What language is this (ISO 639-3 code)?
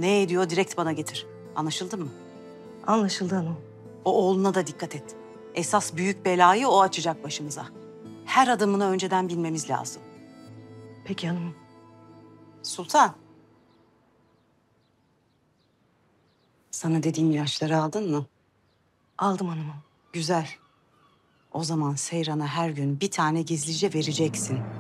tur